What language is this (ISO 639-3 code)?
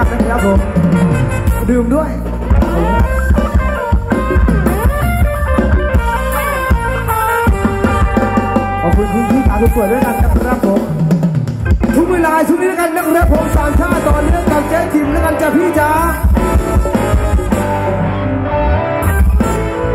tha